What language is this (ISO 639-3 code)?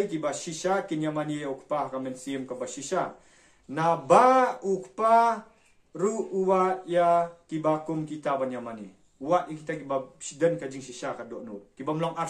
kha